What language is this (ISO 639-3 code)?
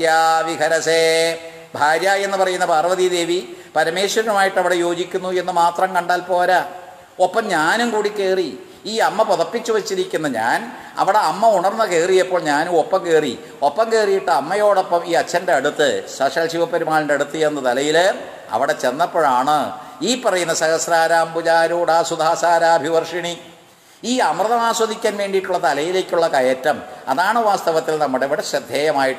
mal